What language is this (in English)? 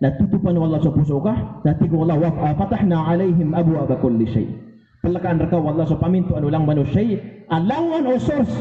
Maranao